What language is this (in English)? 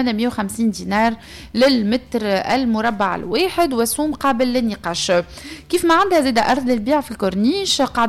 Tunisian Arabic